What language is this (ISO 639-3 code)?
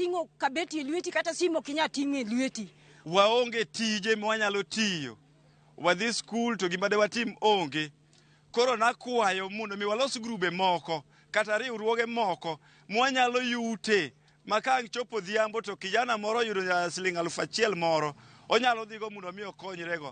luo